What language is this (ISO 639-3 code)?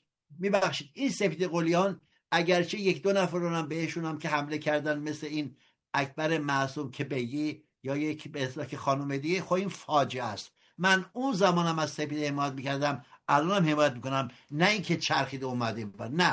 fas